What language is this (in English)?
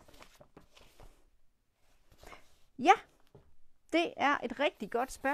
Danish